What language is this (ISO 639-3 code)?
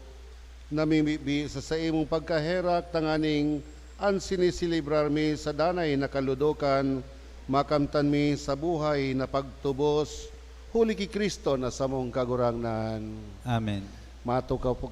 bik